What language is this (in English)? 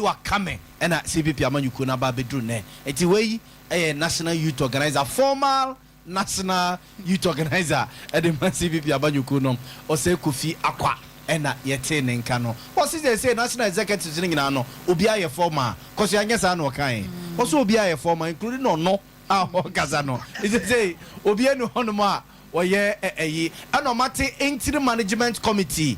Akan